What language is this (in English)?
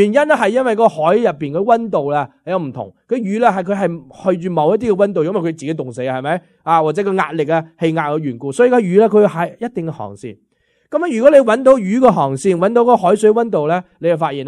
Cantonese